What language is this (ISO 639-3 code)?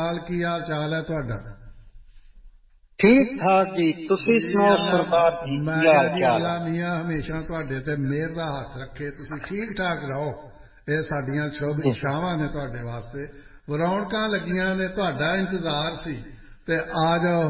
pan